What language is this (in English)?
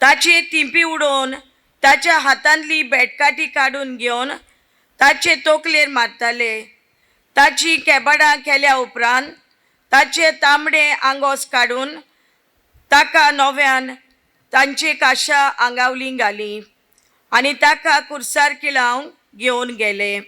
Konkani